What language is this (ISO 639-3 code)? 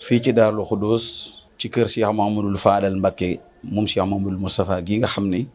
wol